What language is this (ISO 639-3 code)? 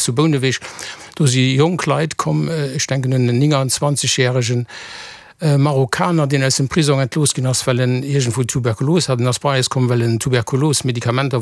ltz